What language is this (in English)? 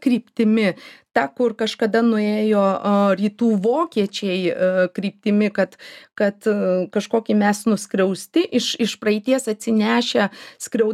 Lithuanian